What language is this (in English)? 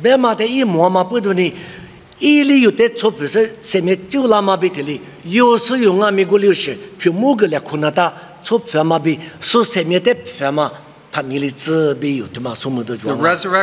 Lisu